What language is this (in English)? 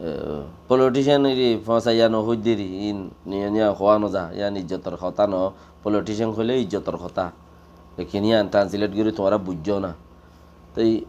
Rohingya